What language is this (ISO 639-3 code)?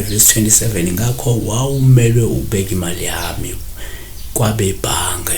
zul